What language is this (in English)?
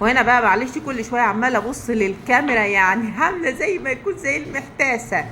Egyptian Arabic